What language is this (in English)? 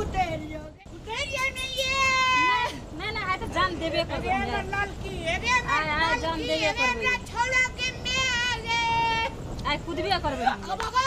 Maithili